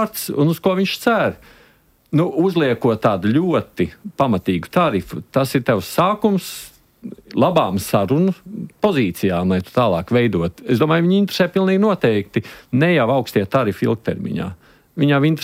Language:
Latvian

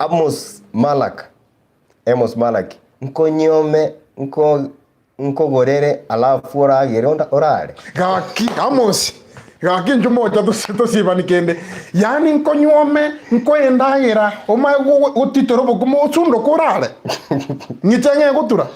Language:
Gusii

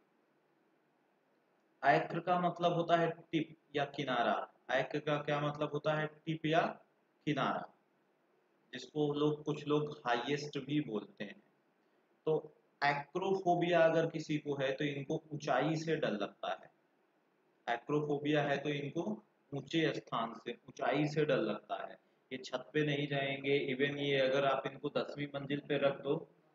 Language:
Hindi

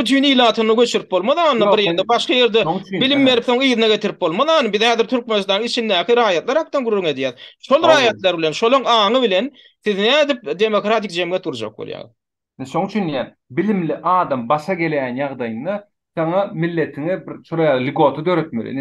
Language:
Turkmen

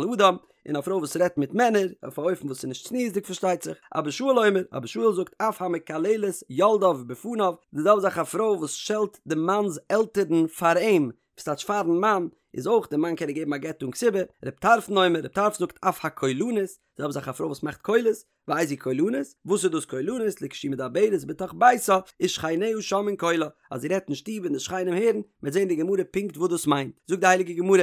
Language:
Yiddish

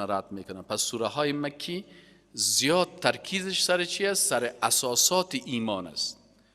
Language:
Persian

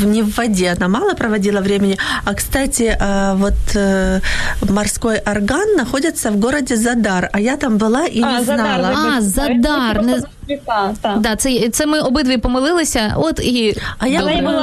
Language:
Ukrainian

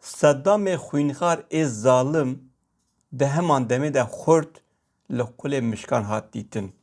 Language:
Kurdish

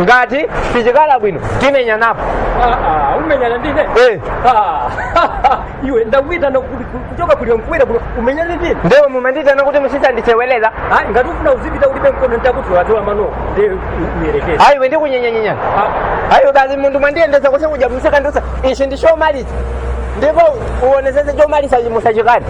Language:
Nyanja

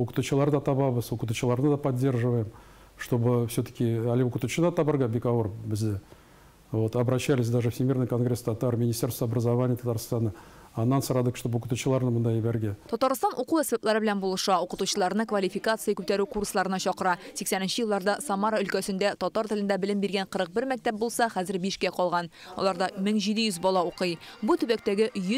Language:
Tatar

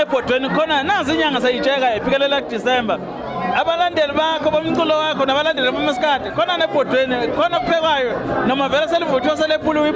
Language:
Zulu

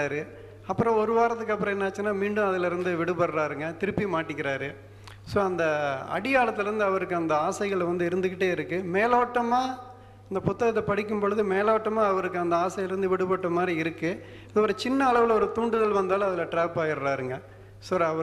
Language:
Tamil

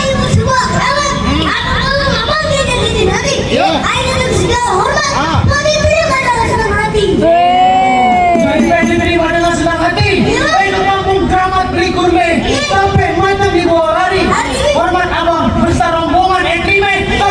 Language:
Betawi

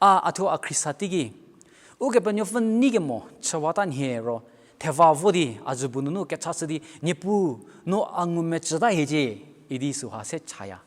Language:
Angami Naga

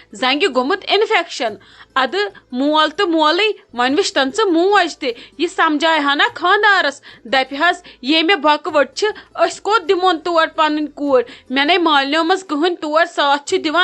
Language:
Kashmiri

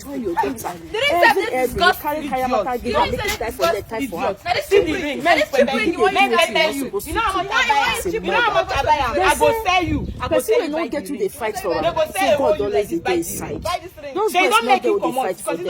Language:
Nigerian Pidgin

